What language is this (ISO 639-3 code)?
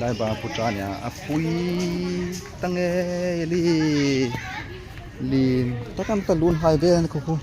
hmr